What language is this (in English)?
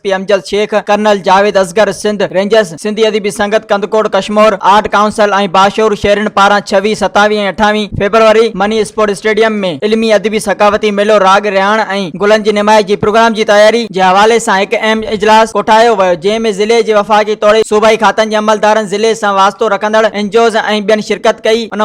Sindhi